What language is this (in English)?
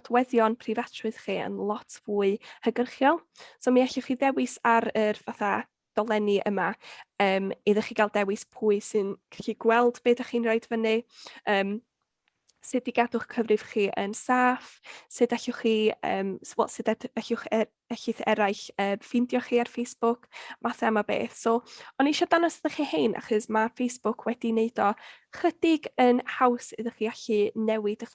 Welsh